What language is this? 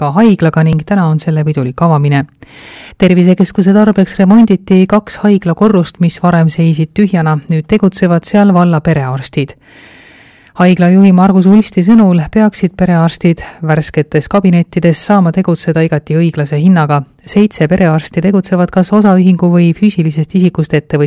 Estonian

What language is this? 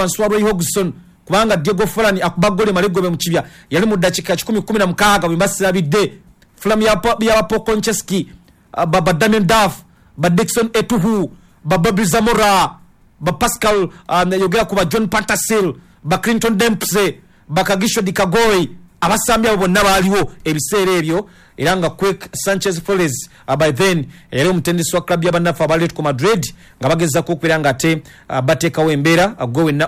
Ganda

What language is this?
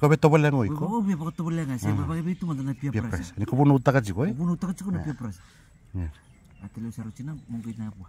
Fijian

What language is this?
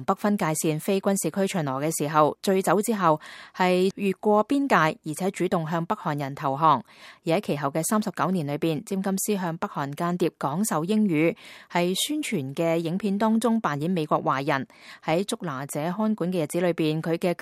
Cantonese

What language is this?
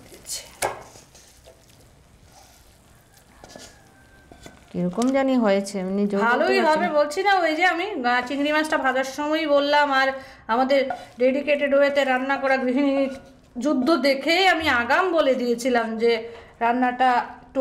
Bangla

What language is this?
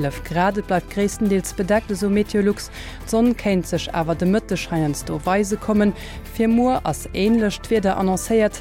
Luxembourgish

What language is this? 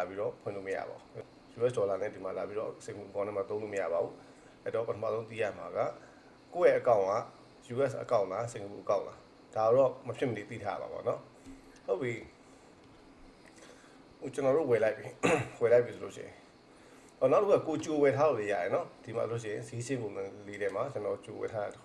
Burmese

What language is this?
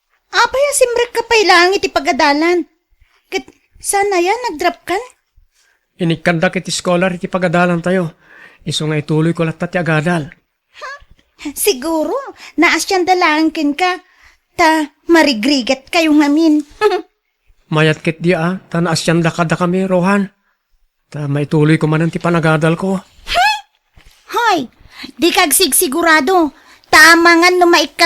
Iloko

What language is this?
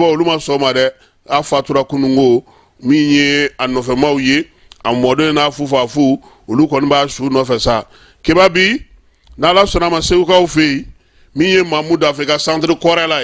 Bambara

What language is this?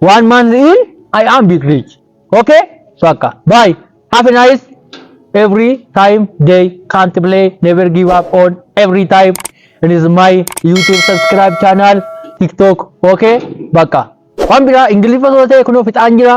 Oromo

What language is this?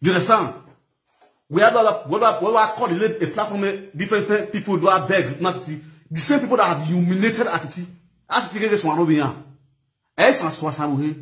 Nigerian Pidgin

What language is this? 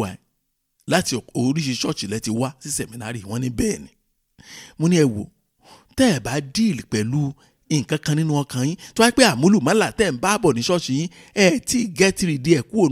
Yoruba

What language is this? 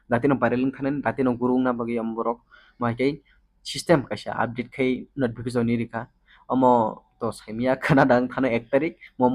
Kok Borok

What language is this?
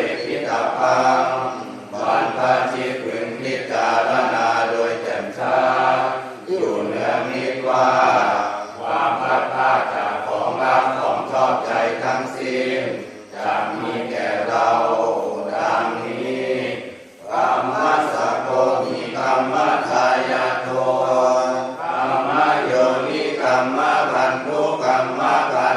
Pali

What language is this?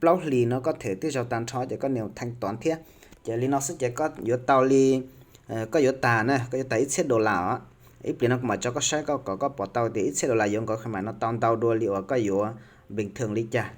Hmong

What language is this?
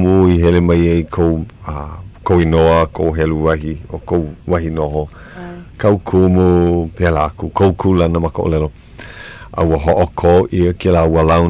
Hawaiian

